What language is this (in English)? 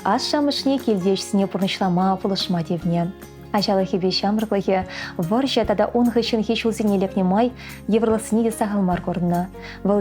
Chuvash